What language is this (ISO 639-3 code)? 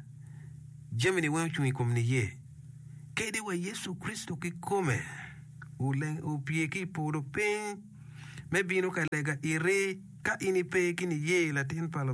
ach